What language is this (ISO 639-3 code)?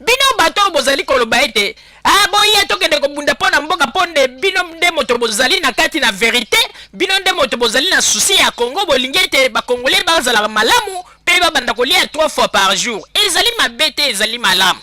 lin